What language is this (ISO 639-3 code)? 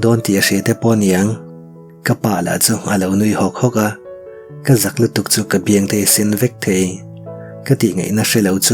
lus